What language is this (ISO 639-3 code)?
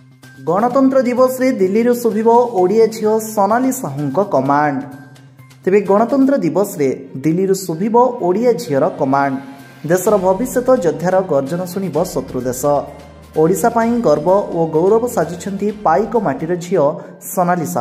ori